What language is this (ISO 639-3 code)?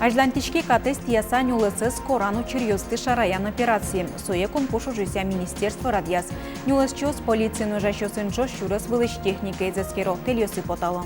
udm